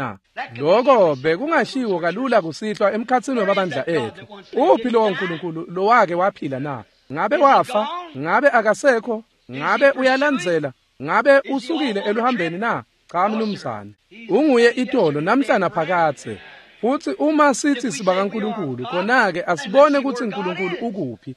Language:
Swati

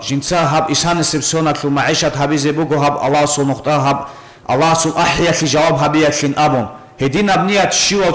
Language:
Avaric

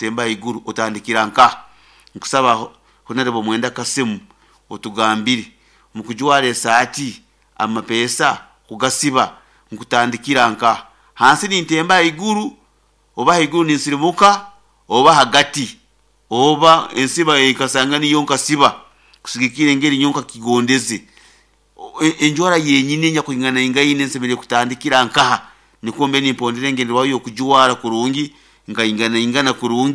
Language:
Nyankole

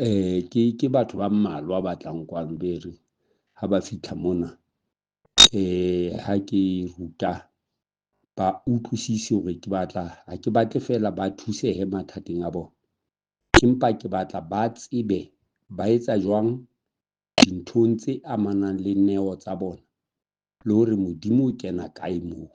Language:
Southern Sotho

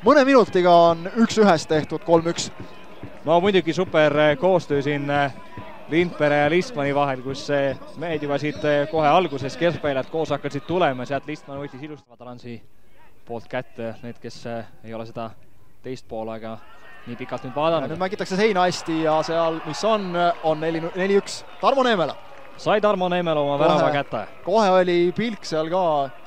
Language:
Estonian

